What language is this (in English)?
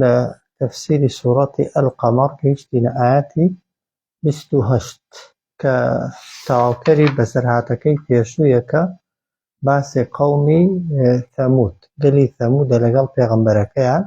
Central Kurdish